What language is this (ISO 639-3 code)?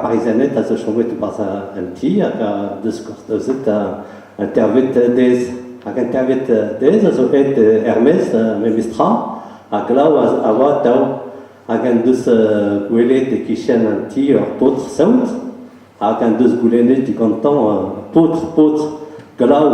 bre